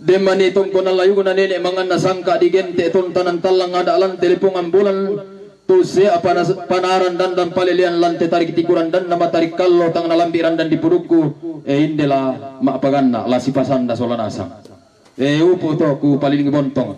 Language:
Toraja-Sa'dan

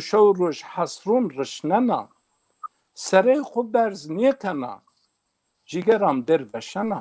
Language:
Zaza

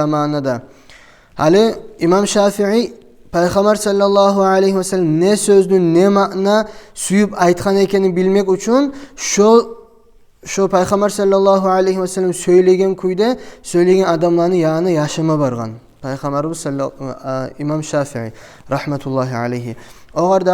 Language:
Kumyk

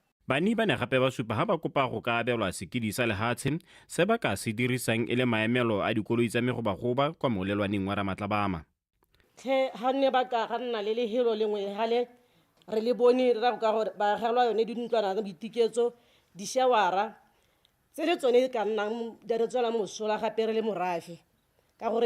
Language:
Tswana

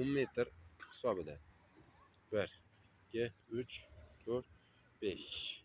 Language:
Uzbek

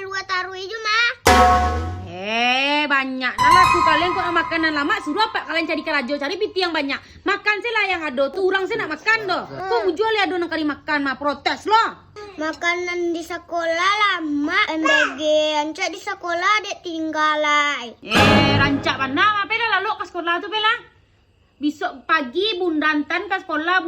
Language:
Minangkabau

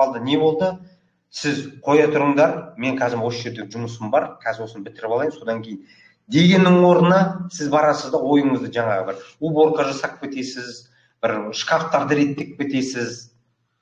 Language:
Kazakh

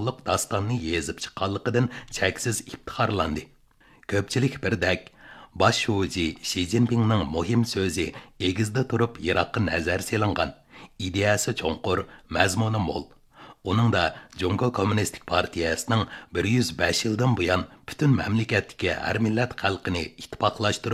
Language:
Uyghur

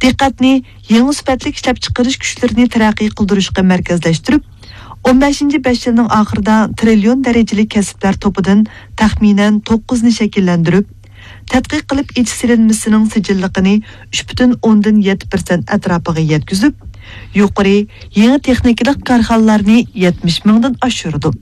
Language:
Uyghur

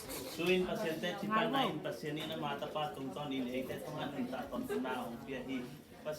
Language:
Tedim Chin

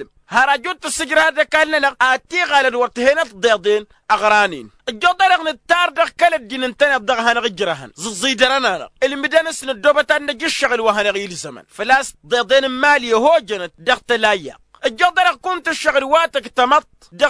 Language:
Tamasheq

